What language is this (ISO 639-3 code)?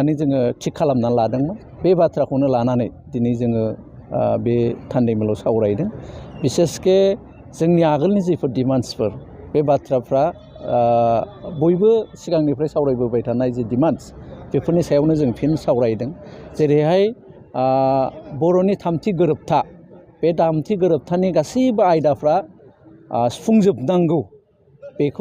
brx